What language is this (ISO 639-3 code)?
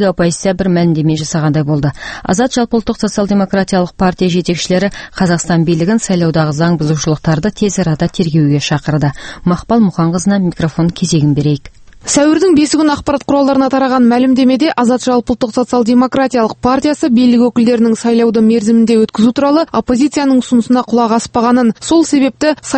kaz